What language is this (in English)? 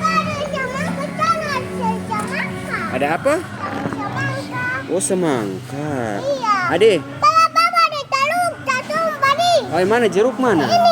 Ambonese Malay